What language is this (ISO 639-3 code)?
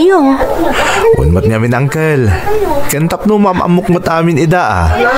ilo